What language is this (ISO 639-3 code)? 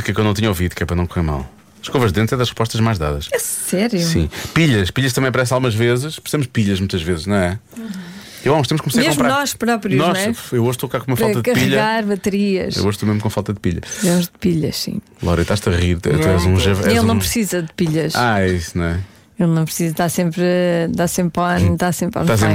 por